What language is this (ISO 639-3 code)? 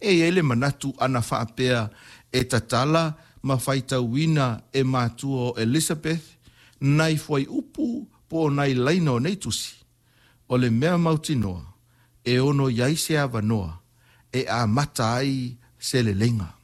smo